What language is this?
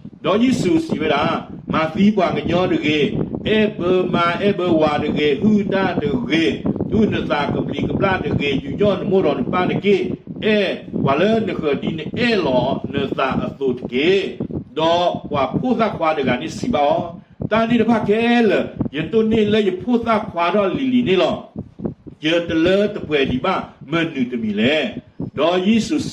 S'gaw Karen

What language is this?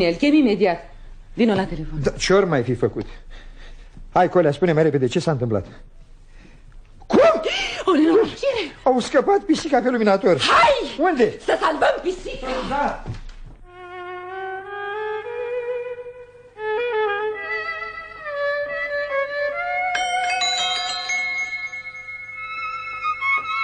Romanian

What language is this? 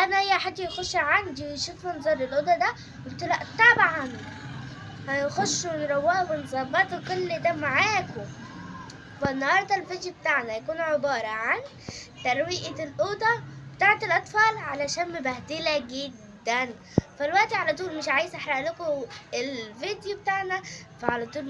Egyptian Arabic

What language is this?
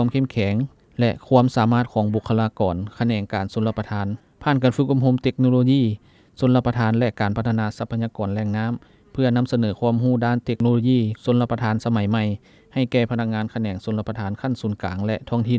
Lao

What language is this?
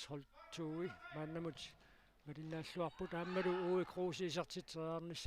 Kalaallisut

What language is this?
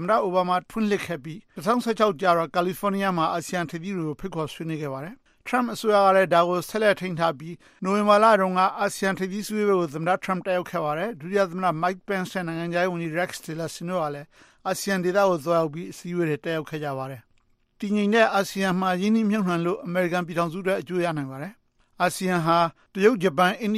Burmese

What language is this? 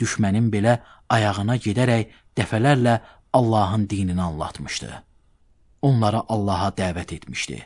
Azerbaijani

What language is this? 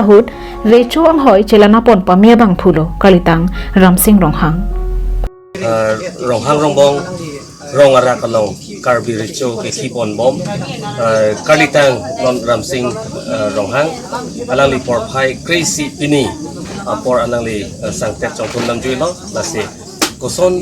Karbi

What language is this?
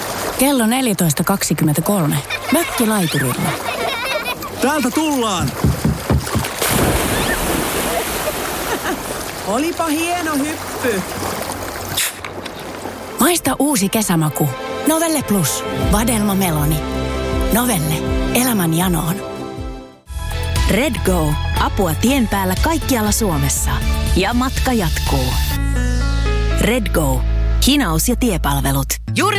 Finnish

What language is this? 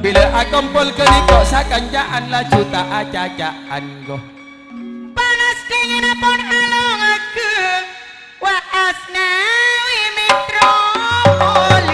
Madurese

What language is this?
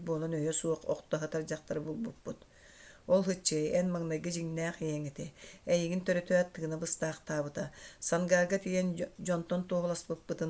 Yakut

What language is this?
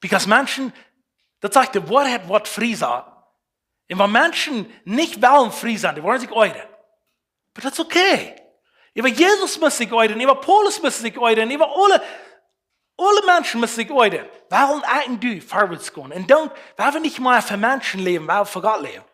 Plautdietsch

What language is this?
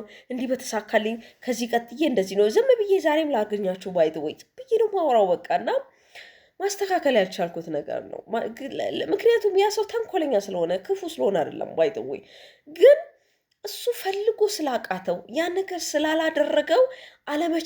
Amharic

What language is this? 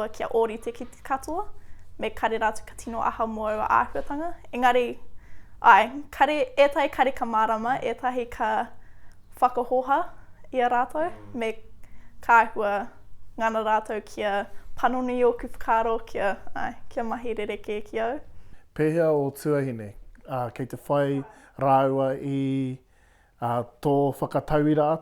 Māori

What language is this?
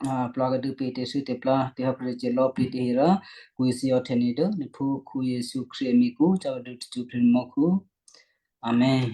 Western Kayah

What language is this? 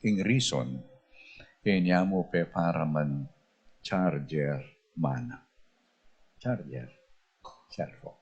Pampanga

